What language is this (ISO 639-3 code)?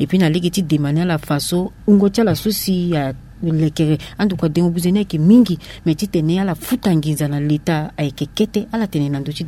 sag